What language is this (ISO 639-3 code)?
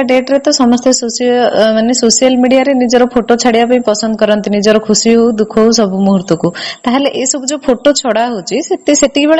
ori